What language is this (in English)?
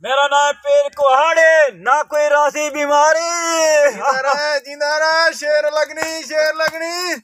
Saraiki